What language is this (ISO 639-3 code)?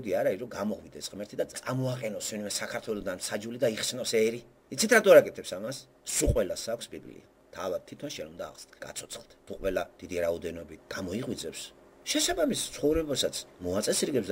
kat